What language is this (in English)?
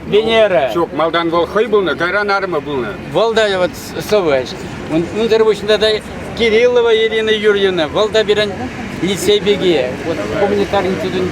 Chuvash